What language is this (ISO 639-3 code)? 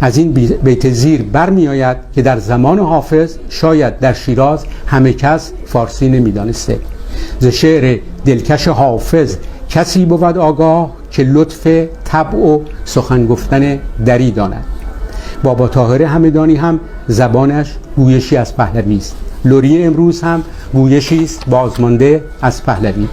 tgk